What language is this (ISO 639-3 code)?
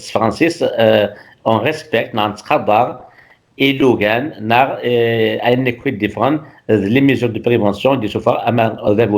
kab